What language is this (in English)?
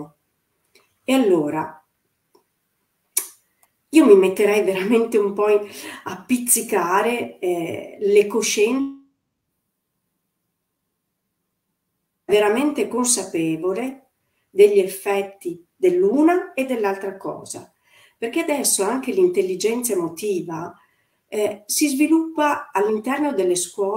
Italian